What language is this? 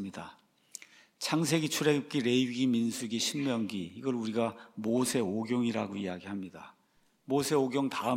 Korean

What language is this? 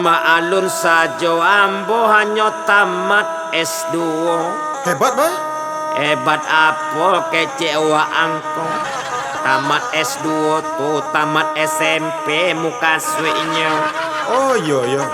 Minangkabau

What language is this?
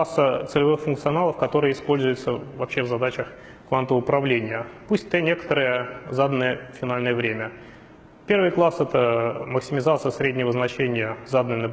Russian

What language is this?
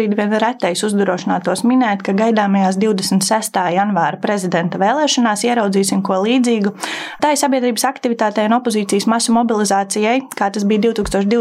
Latvian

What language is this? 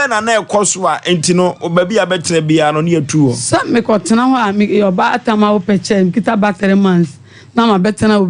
Akan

